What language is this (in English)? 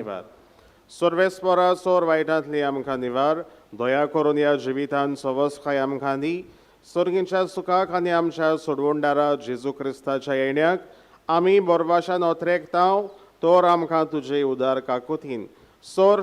Konkani